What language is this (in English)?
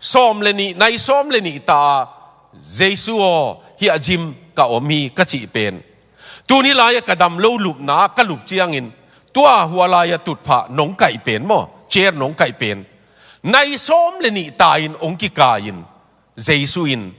Tedim Chin